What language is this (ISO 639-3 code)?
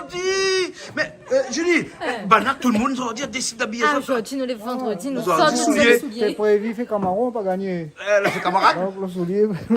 rcf